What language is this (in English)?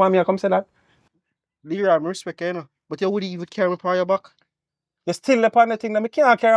Jamaican Creole English